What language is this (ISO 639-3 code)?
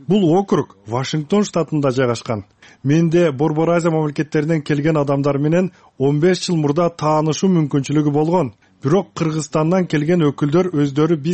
kir